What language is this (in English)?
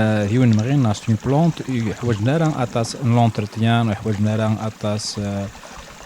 Kabyle